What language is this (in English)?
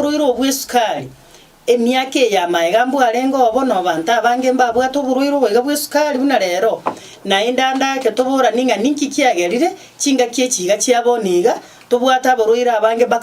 Gusii